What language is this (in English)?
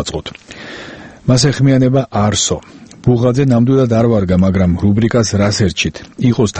Georgian